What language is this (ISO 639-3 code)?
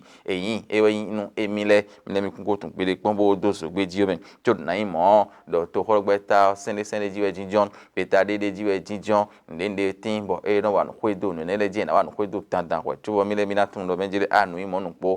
fon